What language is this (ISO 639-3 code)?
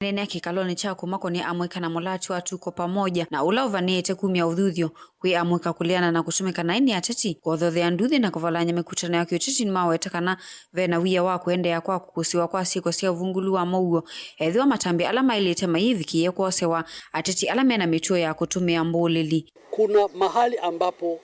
kam